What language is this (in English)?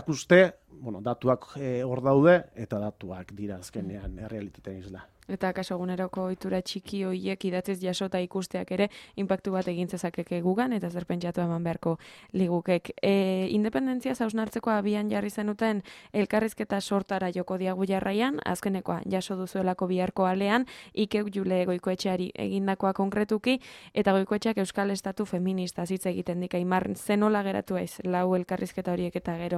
Basque